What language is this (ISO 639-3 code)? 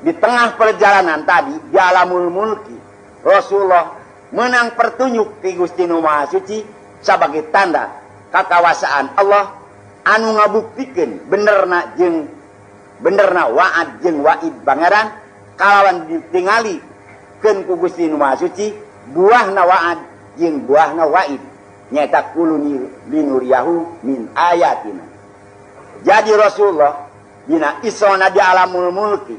sun